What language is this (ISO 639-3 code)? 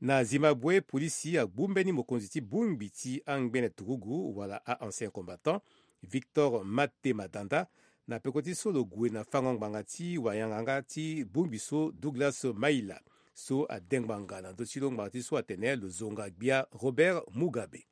sag